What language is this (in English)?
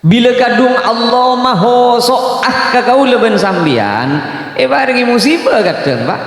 Madurese